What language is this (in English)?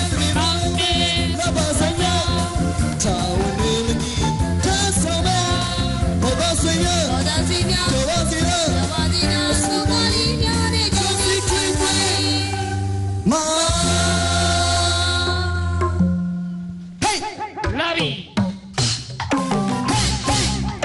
Burmese